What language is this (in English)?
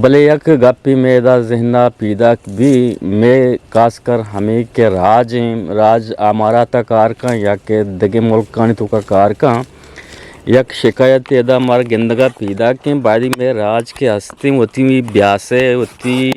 Eastern Balochi